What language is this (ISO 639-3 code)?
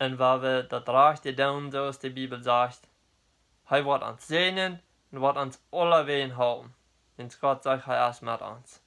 pdt